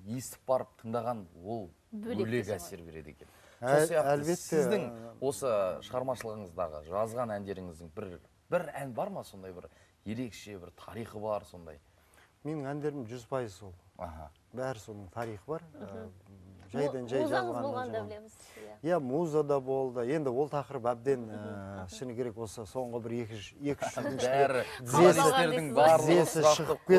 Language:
Kazakh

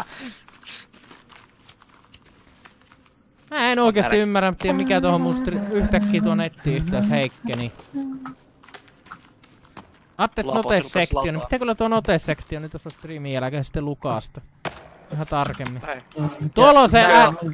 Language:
Finnish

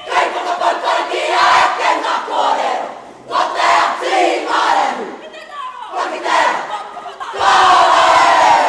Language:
Māori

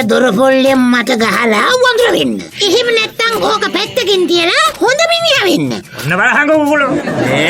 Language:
Sinhala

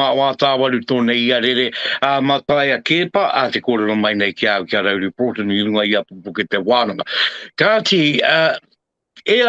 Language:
Māori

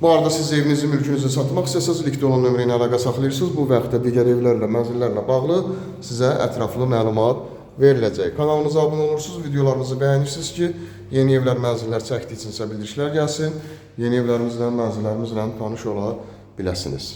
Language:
Azerbaijani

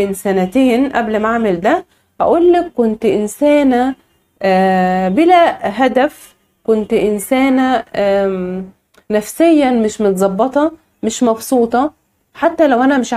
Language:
Egyptian Arabic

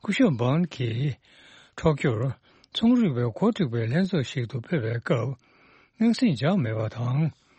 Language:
Tibetan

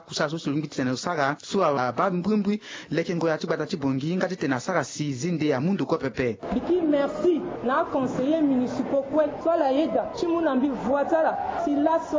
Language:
Sango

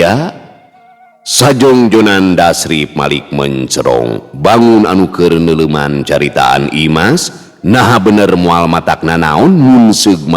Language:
Sundanese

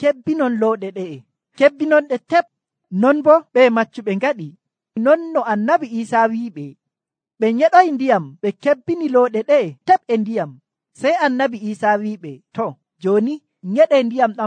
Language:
Nigerian Fulfulde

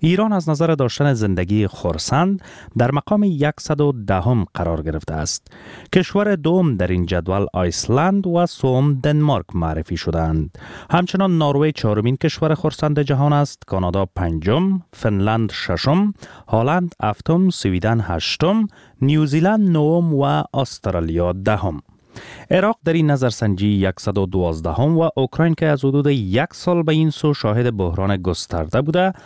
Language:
Persian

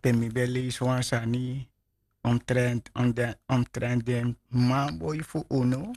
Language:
Sranan Tongo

